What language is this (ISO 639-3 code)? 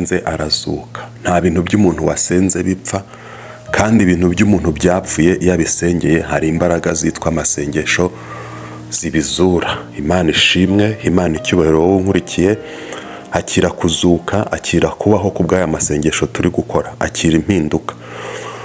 kin